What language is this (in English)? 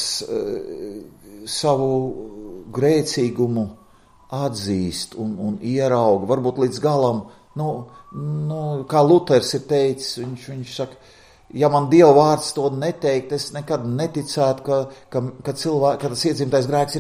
Latvian